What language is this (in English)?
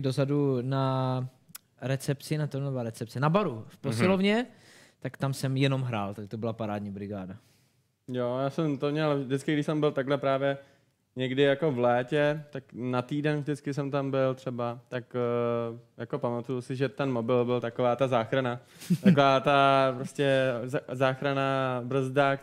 Czech